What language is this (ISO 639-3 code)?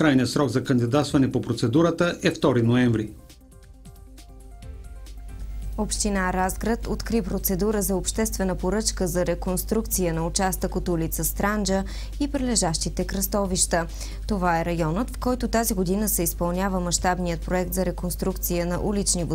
bul